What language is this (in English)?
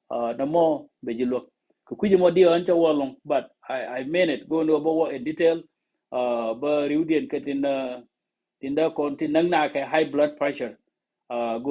Nuer